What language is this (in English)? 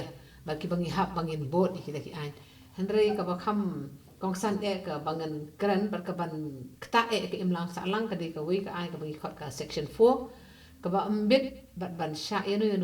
Khasi